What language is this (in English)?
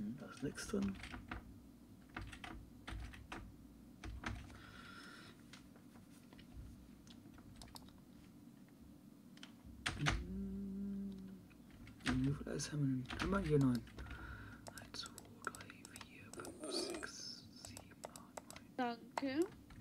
German